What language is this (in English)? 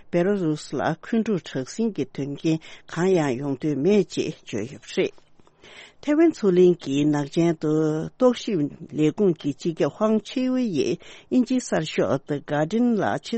Tibetan